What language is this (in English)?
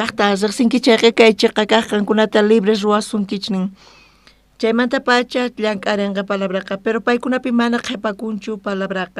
South Bolivian Quechua